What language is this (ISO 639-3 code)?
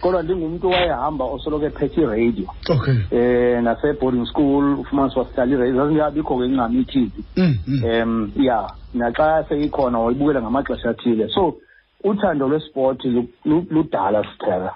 xho